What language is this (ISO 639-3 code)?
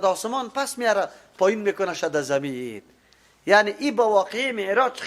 fas